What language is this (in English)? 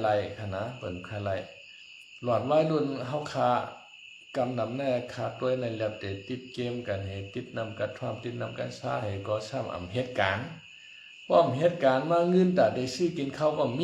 Shan